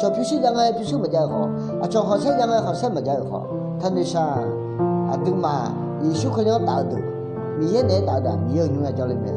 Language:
Akha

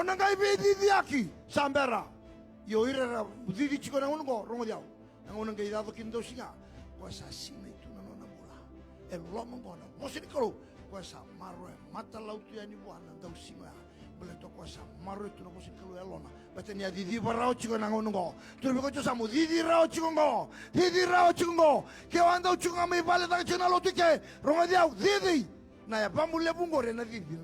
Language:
Fijian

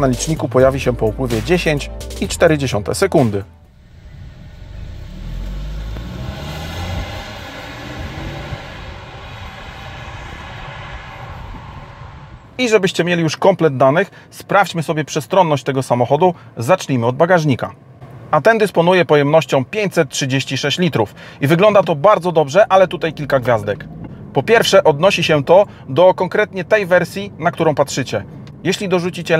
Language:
Polish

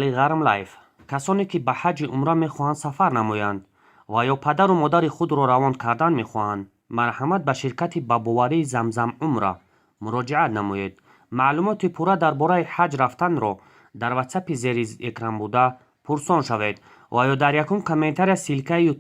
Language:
Tajik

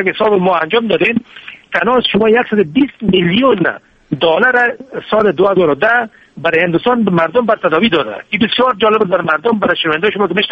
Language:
Persian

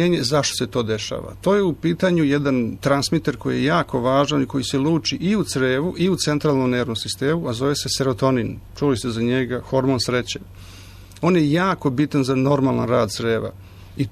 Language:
Serbian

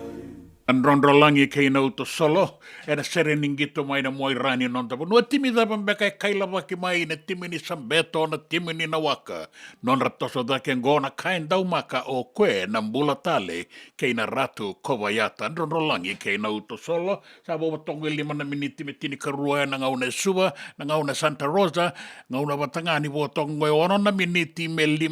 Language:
Fijian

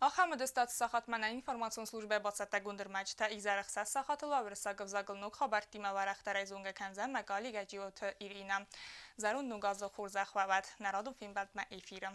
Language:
Ossetic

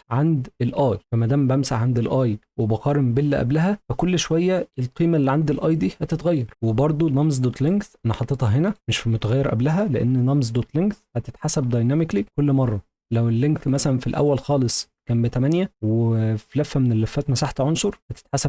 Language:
Egyptian Arabic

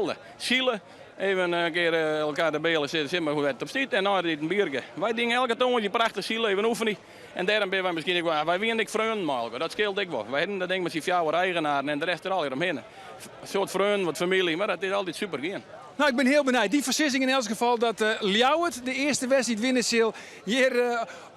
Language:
Western Frisian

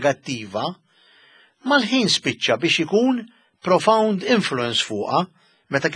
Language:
Maltese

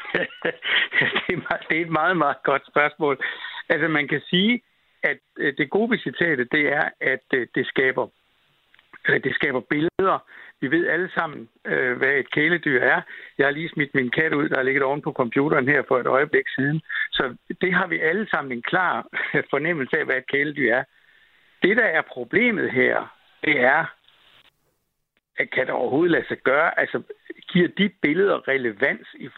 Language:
Danish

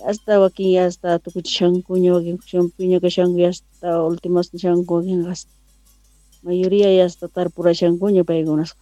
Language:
South Bolivian Quechua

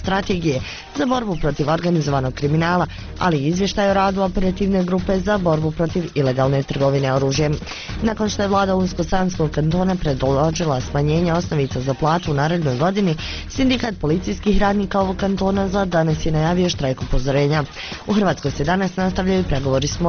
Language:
Bosnian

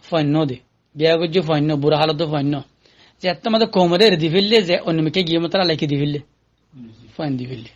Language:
Rohingya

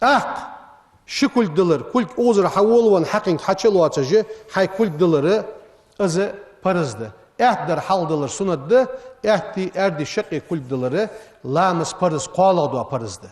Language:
Ingush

